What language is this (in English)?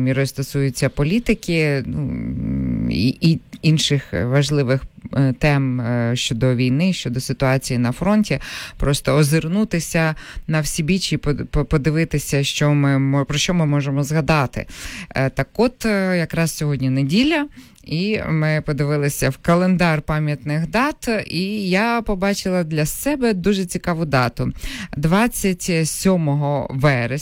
Ukrainian